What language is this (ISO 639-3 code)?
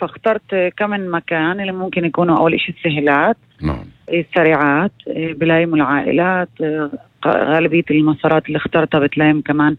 apc